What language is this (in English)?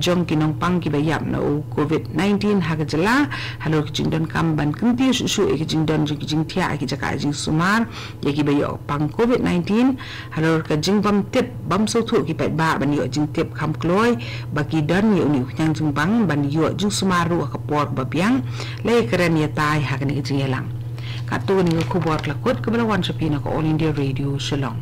Khasi